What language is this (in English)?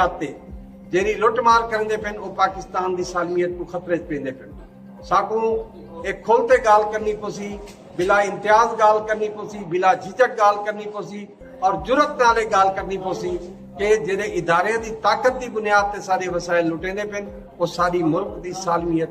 Saraiki